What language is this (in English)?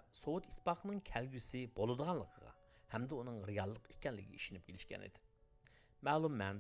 Uyghur